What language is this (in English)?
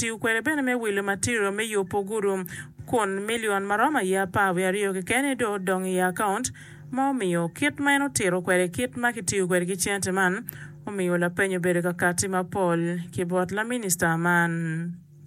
Acoli